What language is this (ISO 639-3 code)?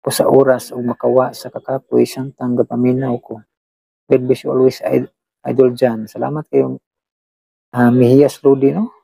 ceb